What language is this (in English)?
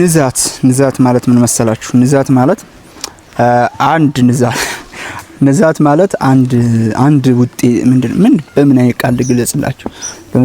Amharic